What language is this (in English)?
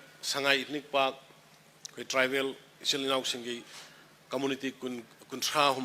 Manipuri